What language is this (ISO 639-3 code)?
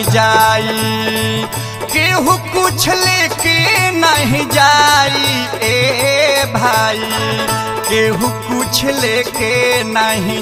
bho